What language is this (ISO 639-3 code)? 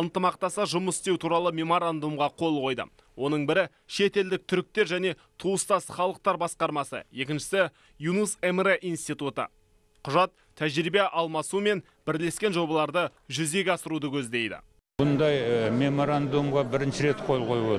kaz